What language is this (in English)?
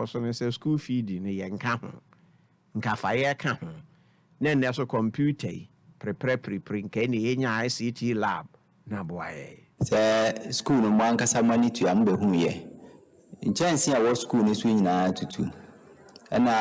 Akan